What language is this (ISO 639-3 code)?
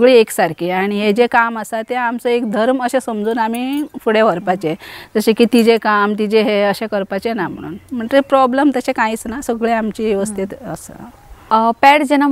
kok